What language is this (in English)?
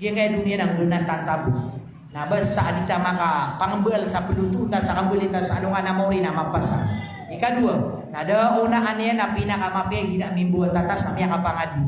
Maranao